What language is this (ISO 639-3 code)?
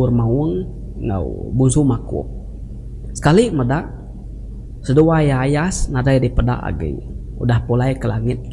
iba